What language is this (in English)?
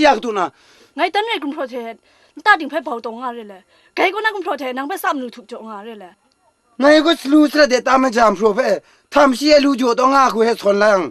Kachin